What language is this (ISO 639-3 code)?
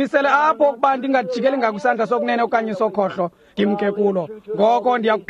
xho